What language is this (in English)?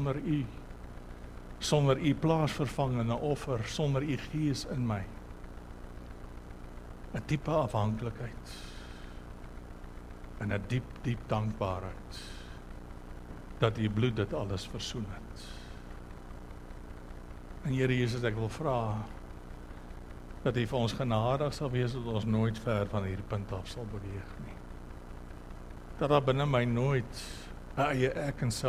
Afrikaans